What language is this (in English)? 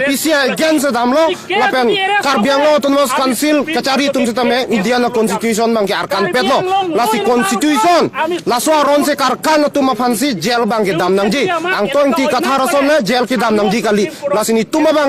Karbi